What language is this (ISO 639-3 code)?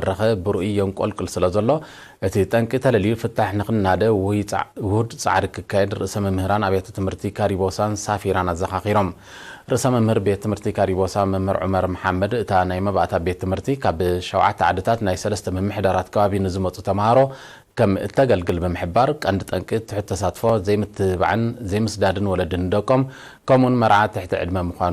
tir